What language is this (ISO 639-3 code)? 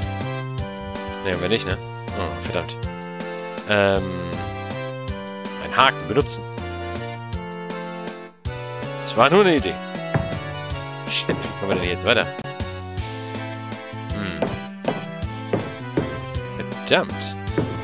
deu